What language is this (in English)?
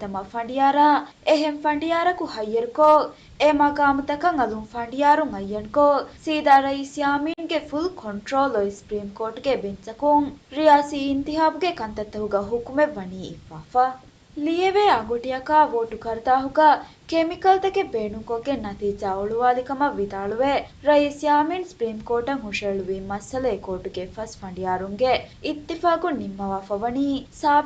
Divehi